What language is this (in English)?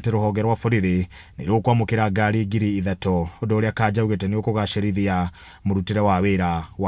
Kikuyu